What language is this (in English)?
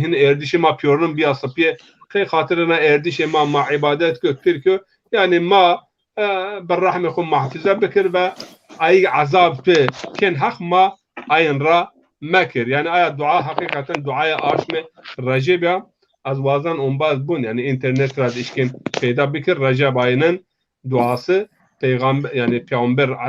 Zaza